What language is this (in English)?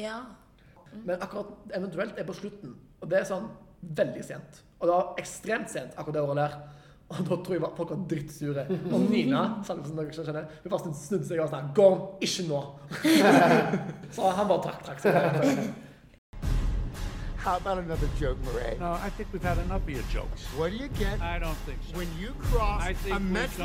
Norwegian